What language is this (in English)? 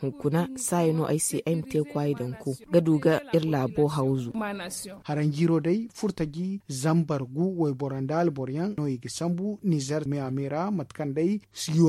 Zarma